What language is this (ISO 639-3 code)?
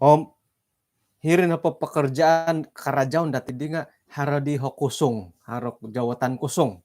dtp